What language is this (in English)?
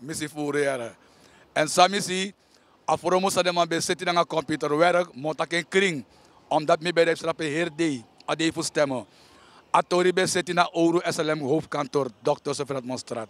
Sranan Tongo